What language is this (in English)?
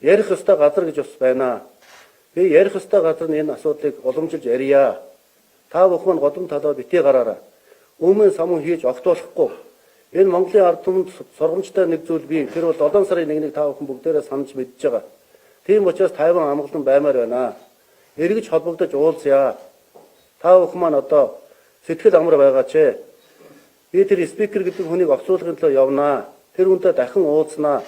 Mongolian